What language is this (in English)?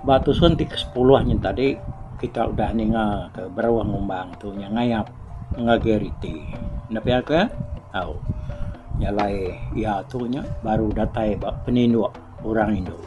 Iban